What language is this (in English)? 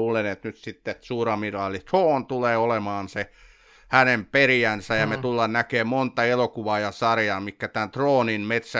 Finnish